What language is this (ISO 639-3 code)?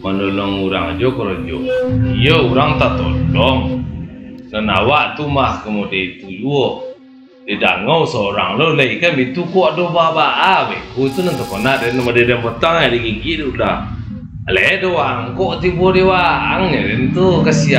min